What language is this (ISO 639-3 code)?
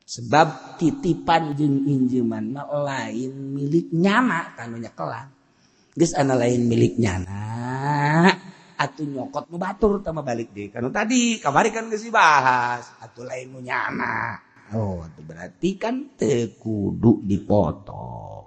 sun